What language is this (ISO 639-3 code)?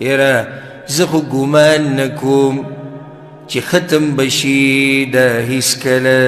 pus